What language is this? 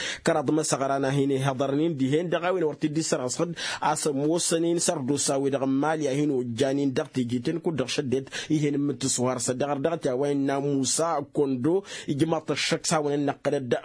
Tamasheq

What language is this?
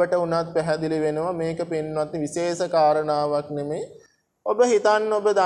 Sinhala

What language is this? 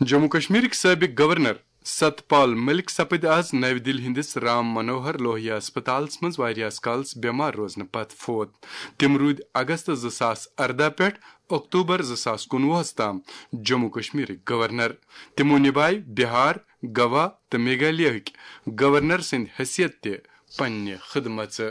Kashmiri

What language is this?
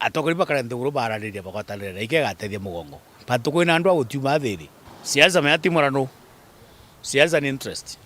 Meru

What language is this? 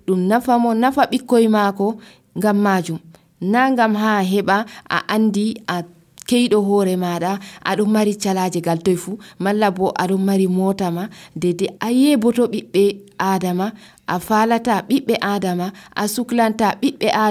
Nigerian Fulfulde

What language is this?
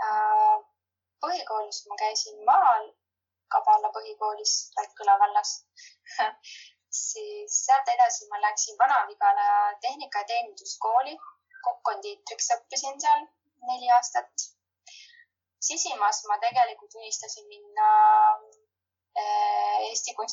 Estonian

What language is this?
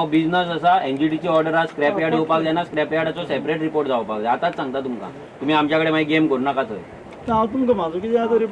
Konkani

